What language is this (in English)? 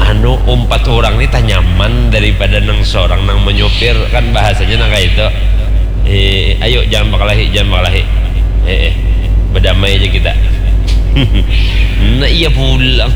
Banjar